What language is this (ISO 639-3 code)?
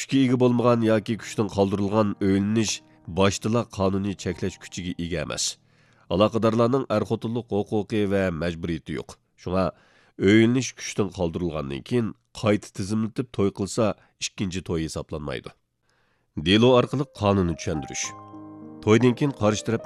uig